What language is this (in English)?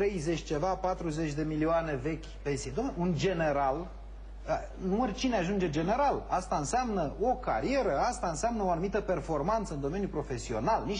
Romanian